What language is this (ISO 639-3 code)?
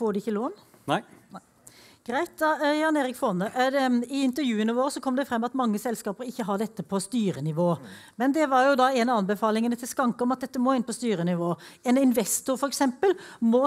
nor